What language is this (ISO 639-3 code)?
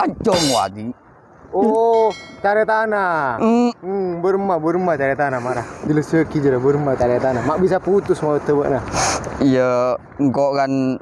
mad